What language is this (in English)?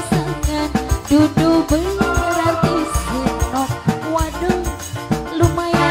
Javanese